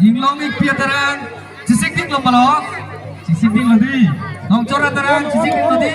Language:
Karbi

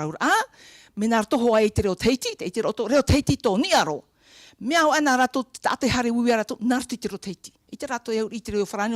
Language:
Tahitian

